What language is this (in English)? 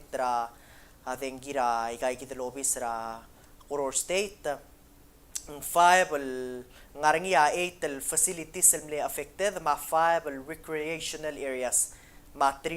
Palauan